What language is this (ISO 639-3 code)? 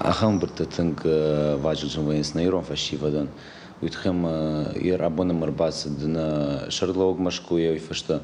oss